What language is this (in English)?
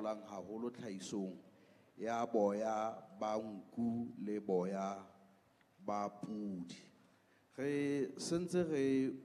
Southern Sotho